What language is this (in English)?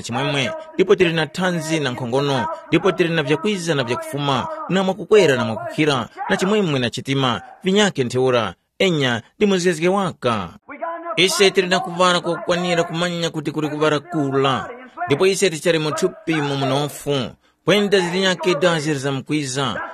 Tumbuka